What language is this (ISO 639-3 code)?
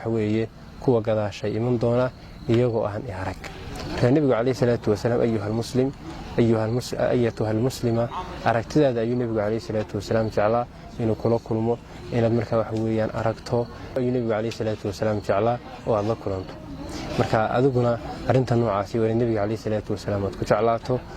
som